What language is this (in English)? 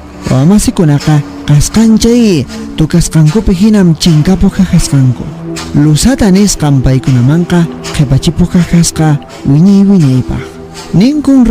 Quechua